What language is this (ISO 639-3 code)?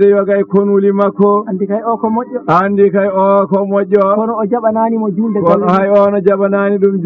ful